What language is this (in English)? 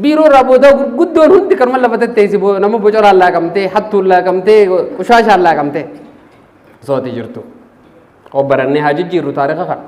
Oromo